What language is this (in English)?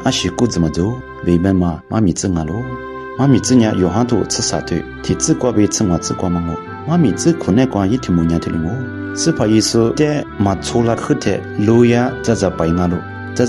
Lisu